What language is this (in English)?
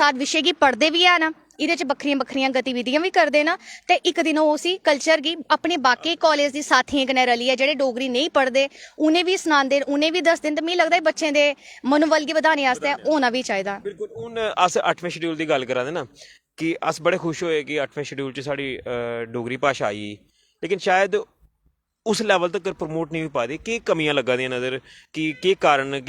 Dogri